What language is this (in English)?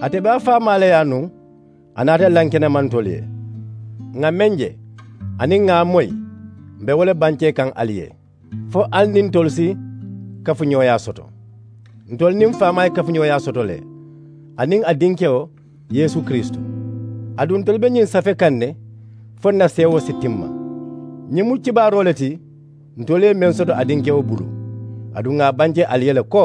Mandingo